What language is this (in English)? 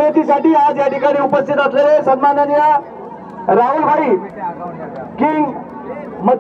Marathi